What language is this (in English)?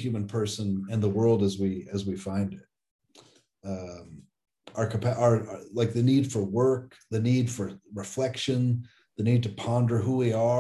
English